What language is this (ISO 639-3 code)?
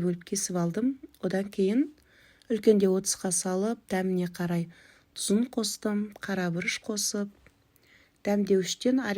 kaz